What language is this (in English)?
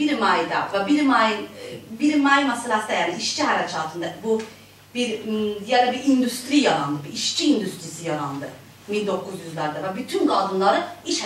South Azerbaijani